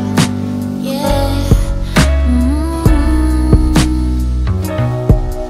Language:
Korean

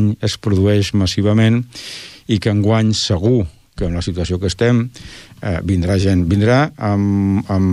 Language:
Catalan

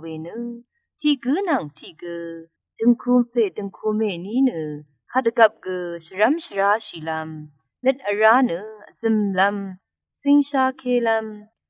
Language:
Rawang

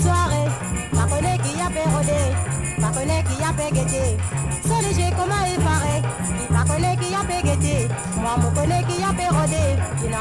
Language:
Morisyen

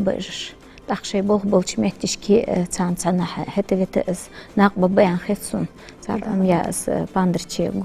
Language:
Ingush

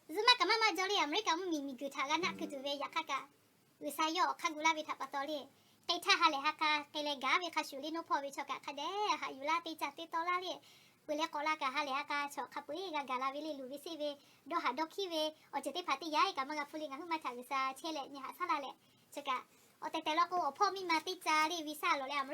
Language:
Lahu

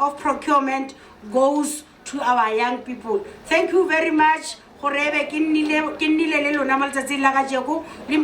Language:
Tswana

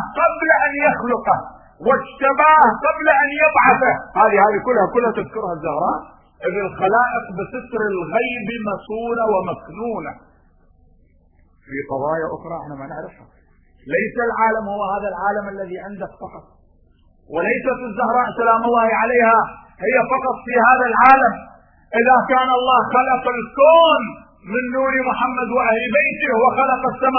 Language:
Arabic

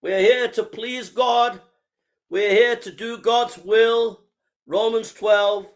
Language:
English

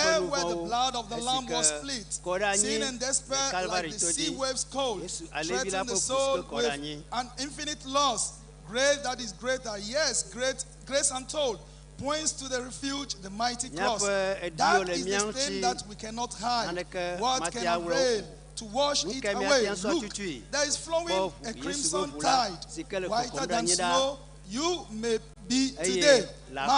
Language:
Ewe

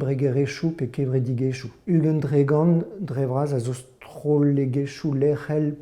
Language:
Breton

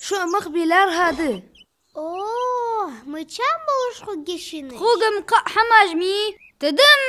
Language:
Ingush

